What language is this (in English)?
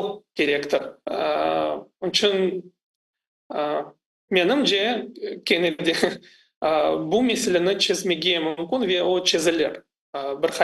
Crimean Tatar